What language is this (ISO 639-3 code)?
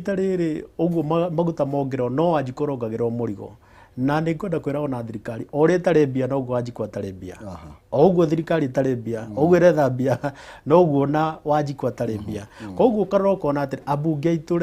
kik